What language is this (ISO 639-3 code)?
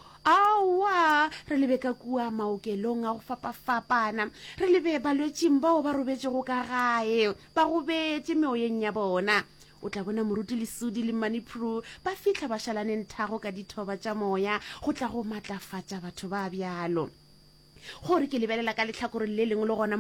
nso